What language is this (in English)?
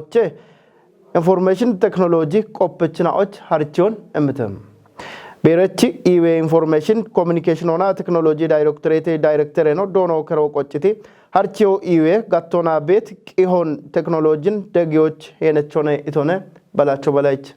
Kafa